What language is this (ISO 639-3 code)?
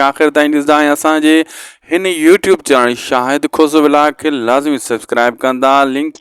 snd